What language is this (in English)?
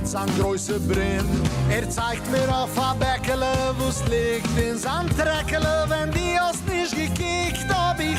Yiddish